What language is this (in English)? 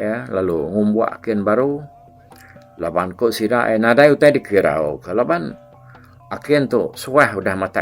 Iban